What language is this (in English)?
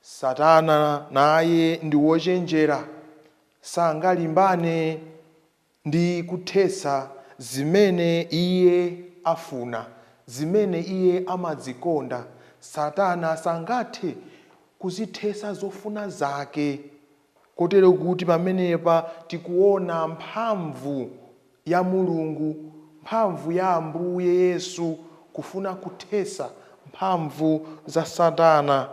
Nyanja